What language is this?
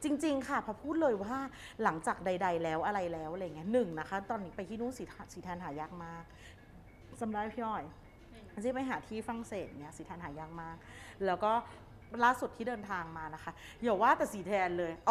Thai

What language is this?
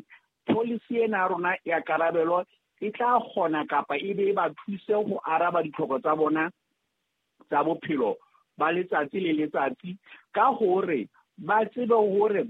Southern Sotho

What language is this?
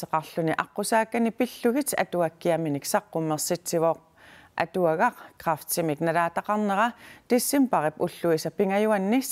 Kalaallisut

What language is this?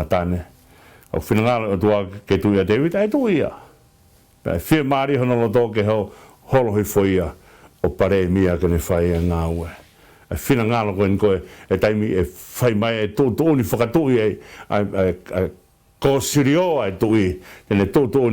Tongan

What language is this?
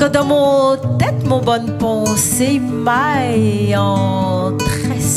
Réunion Creole French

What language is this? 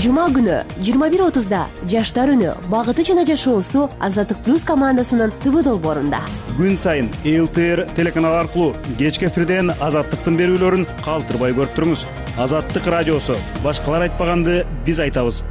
Kyrgyz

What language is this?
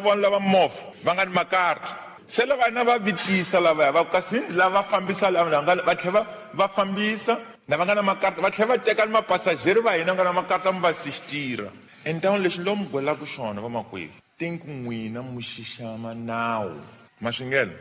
Tsonga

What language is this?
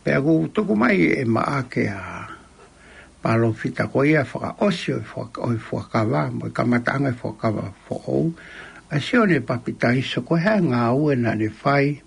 Tongan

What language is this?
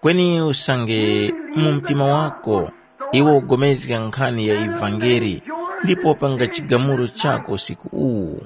Tumbuka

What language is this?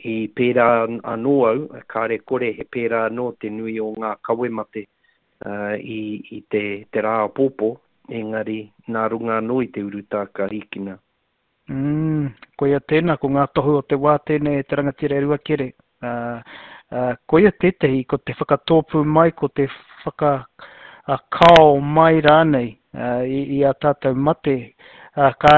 Māori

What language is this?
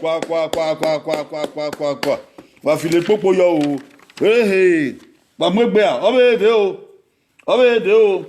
Bini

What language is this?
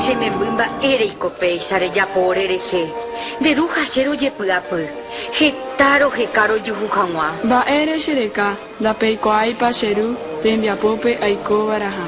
Guarani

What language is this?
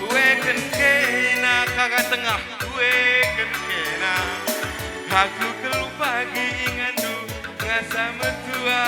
Batak Karo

